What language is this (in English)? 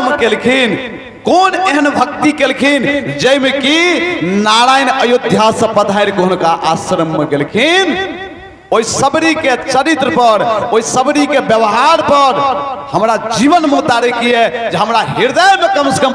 Maithili